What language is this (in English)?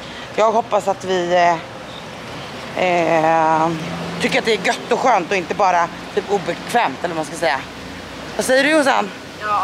Swedish